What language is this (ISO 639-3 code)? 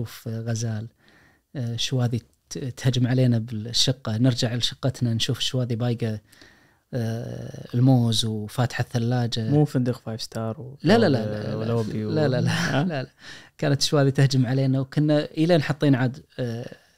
ars